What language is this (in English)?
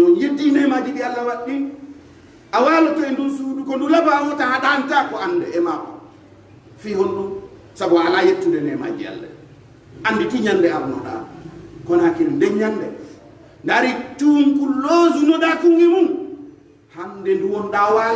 Pular